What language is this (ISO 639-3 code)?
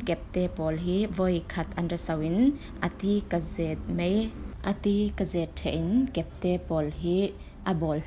cfm